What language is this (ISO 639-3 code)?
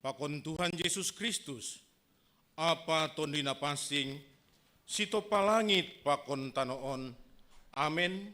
bts